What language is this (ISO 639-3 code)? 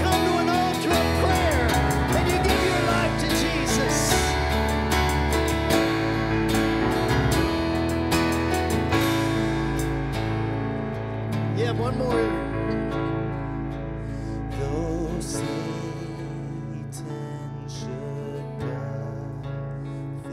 eng